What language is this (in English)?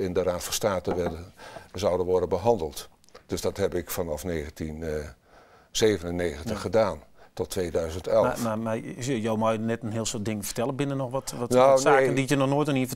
Western Frisian